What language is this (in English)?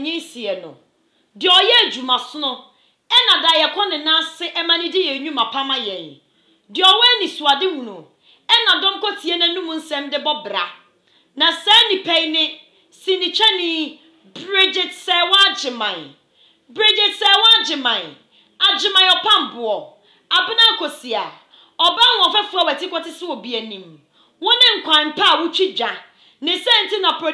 Akan